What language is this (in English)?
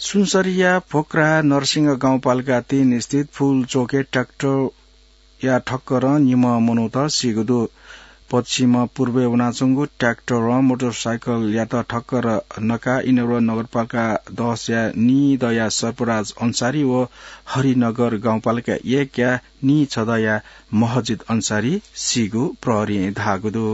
Newari